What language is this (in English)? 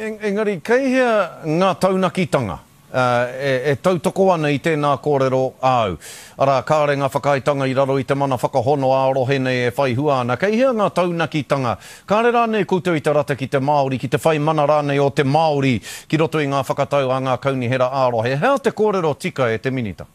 Māori